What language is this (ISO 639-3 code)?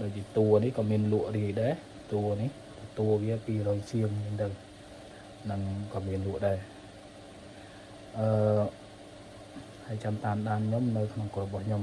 khm